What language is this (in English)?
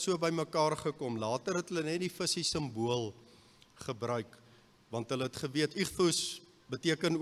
Afrikaans